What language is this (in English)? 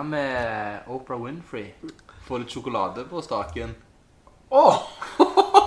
Norwegian